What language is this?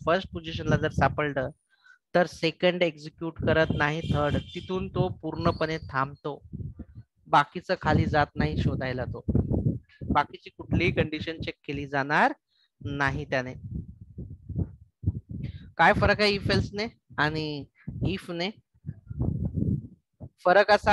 Marathi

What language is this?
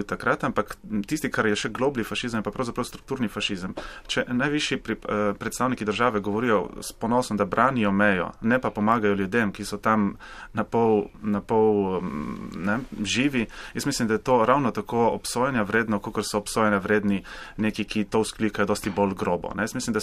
Slovenian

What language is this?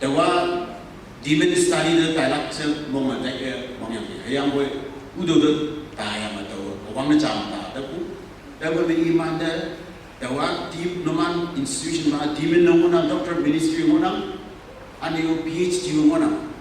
Konyak Naga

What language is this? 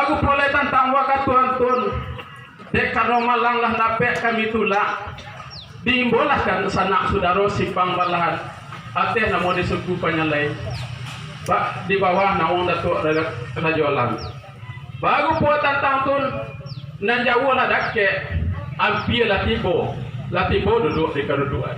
Minangkabau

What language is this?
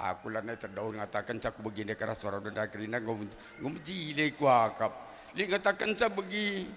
Batak Karo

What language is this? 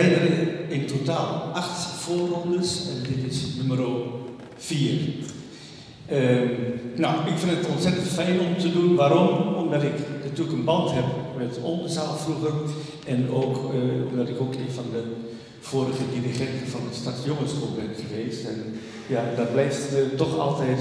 Dutch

